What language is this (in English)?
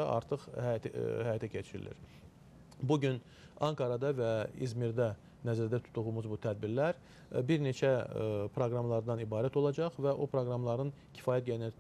Azerbaijani